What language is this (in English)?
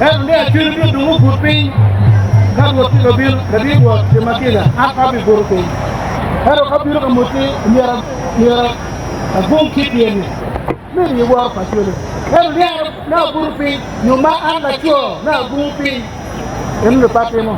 Acoli